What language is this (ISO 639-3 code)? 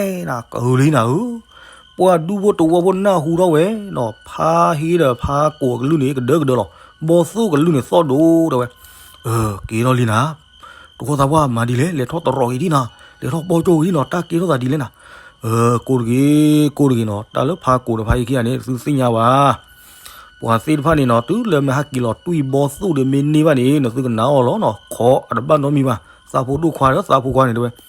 ksw